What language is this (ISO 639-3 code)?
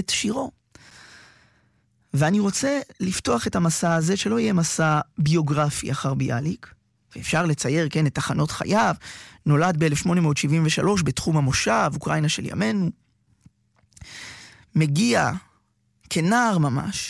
heb